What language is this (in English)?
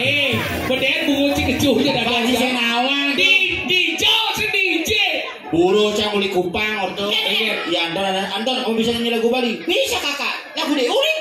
Balinese